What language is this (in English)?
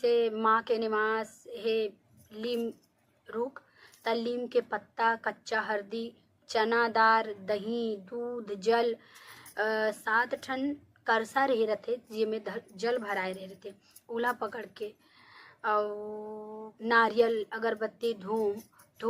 Chhattisgarhi